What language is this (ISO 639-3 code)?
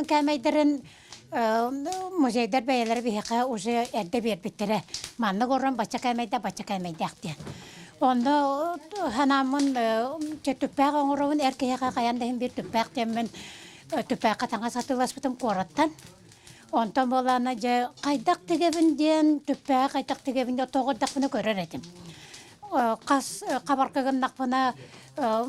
sah